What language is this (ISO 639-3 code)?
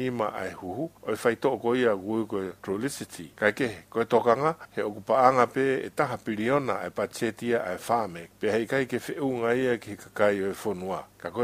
ton